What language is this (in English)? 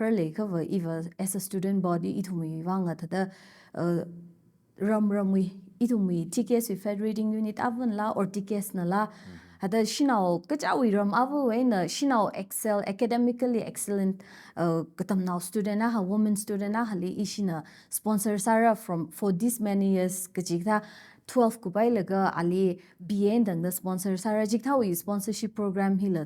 Tangkhul Naga (India)